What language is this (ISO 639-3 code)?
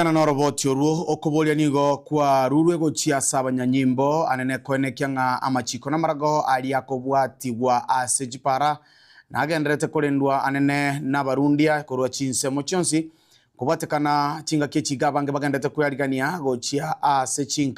guz